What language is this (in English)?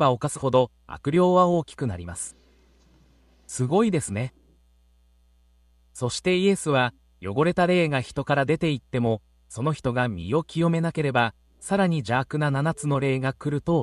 Japanese